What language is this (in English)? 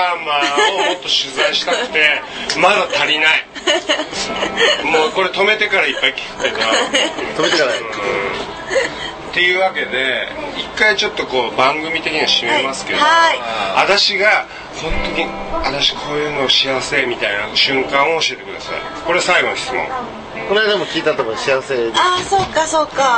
Japanese